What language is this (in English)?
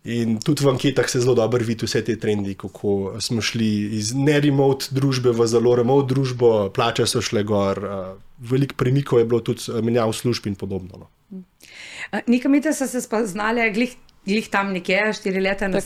Slovenian